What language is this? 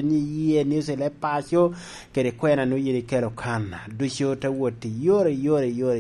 Lango (Uganda)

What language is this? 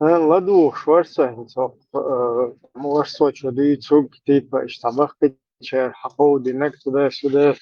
Chechen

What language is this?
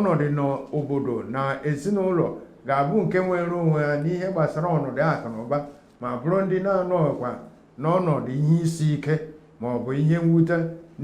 Igbo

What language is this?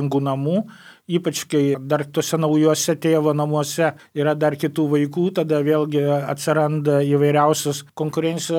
Lithuanian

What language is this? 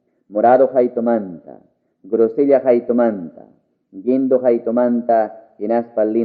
Ayacucho Quechua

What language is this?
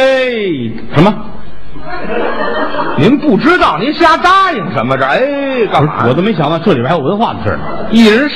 Chinese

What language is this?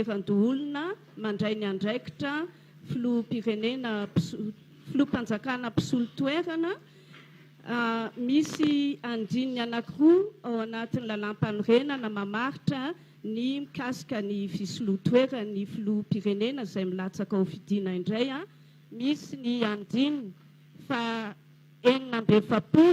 Malagasy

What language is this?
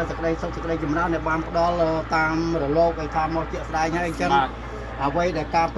Khmer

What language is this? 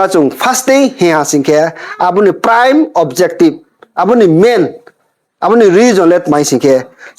Riang (India)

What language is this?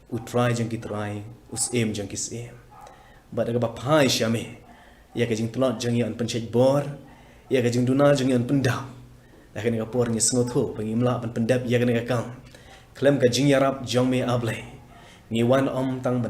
Khasi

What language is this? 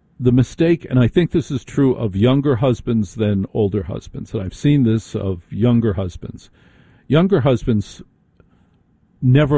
English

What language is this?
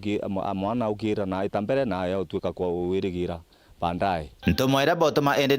Meru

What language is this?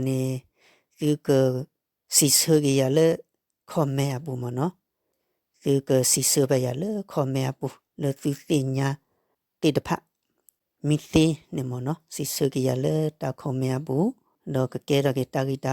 S'gaw Karen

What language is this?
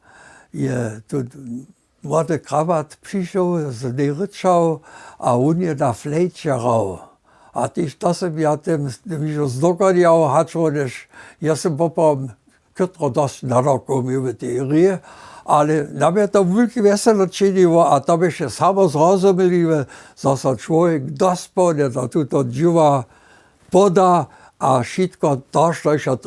Upper Sorbian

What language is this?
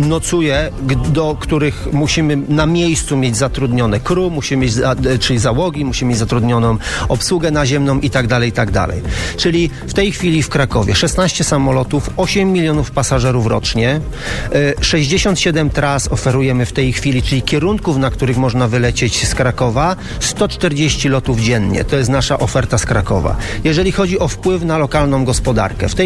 Polish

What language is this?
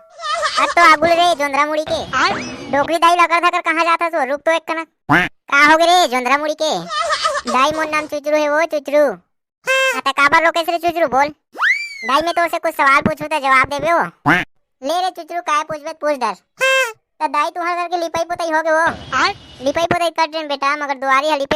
Chhattisgarhi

